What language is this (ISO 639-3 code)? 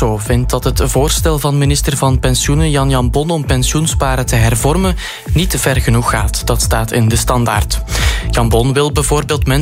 nld